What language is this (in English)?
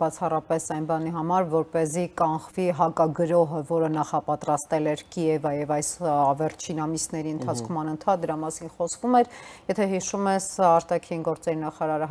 Armenian